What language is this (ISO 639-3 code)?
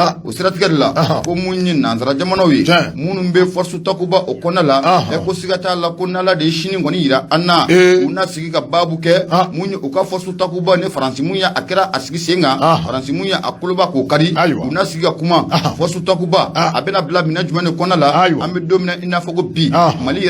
bam